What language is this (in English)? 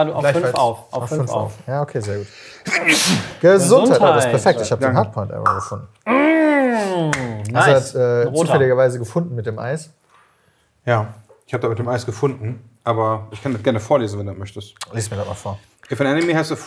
German